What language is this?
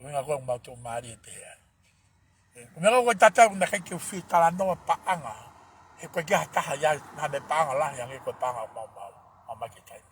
Tongan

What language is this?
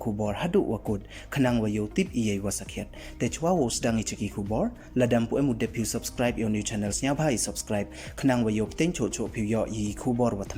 Pnar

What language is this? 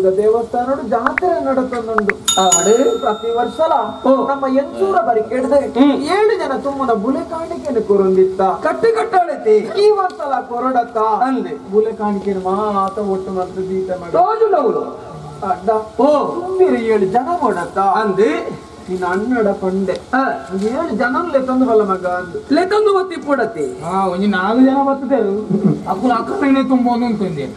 Tulu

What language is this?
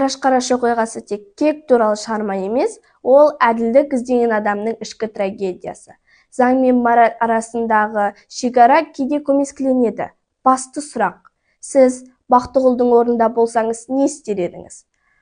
Kazakh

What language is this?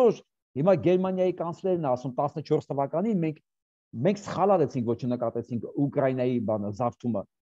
Armenian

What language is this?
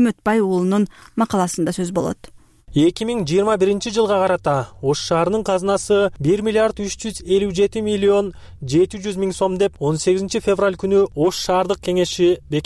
Kyrgyz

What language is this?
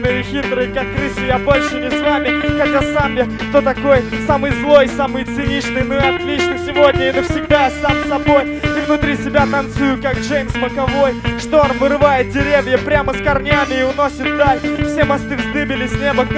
Russian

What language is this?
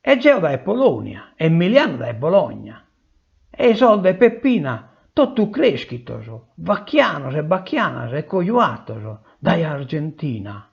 Sardinian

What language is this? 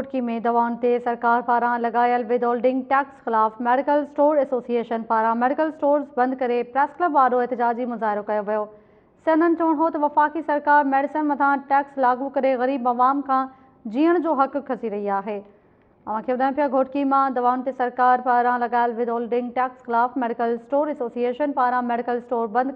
Sindhi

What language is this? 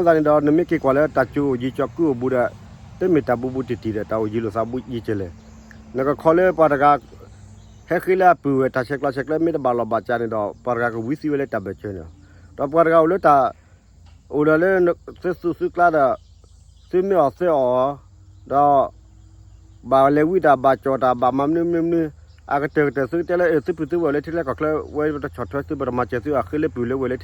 S'gaw Karen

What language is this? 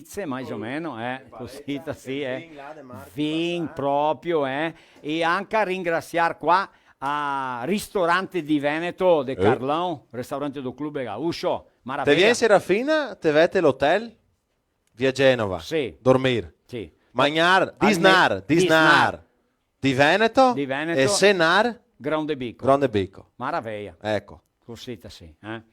Venetian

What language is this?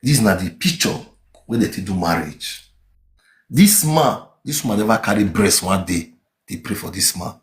Nigerian Pidgin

